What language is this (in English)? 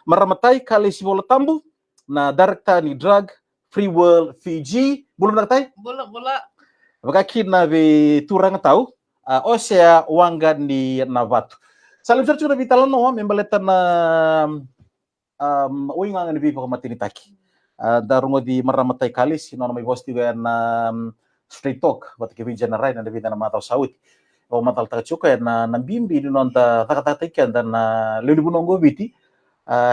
Fijian